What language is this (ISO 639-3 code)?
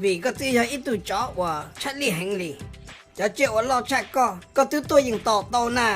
hmn